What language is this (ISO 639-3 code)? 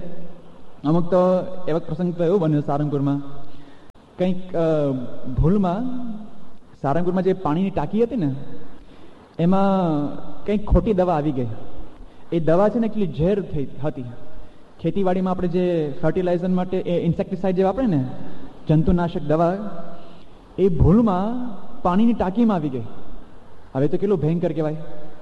guj